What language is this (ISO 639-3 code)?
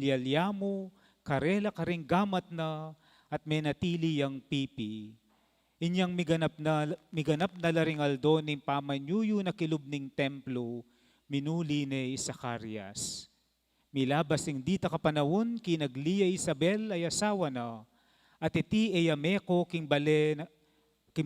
pam